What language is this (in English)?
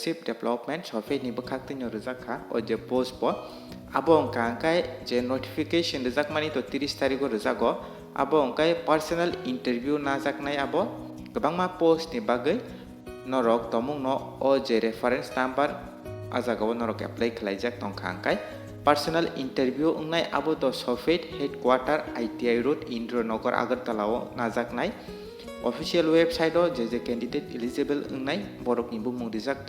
Kok Borok